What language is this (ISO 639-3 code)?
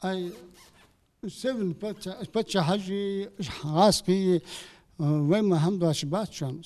inh